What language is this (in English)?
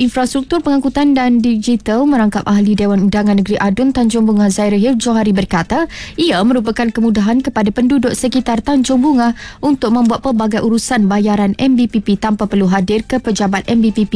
Malay